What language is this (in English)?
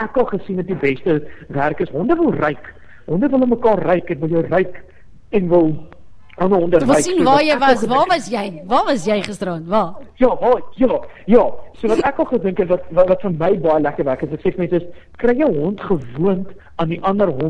Afrikaans